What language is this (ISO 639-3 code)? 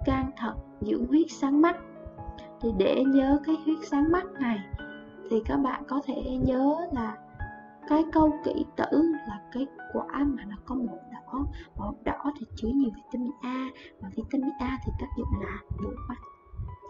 vie